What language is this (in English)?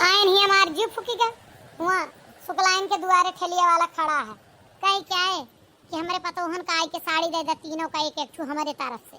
Awadhi